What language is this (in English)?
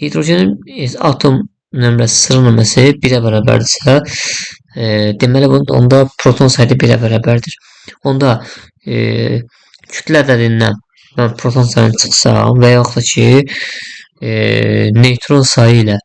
Azerbaijani